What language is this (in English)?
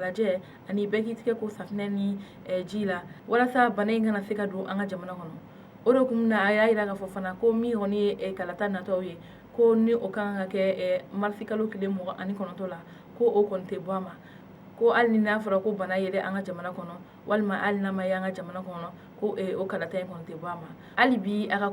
Bambara